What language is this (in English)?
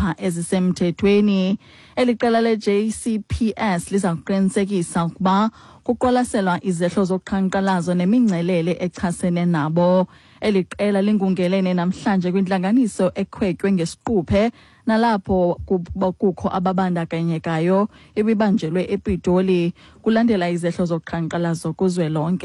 Xhosa